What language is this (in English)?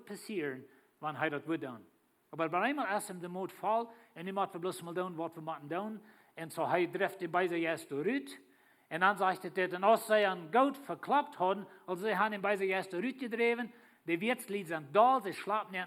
Plautdietsch